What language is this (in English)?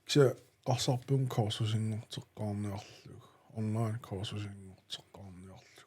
Kalaallisut